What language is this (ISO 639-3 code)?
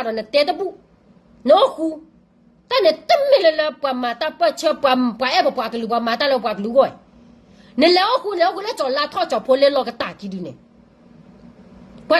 ksw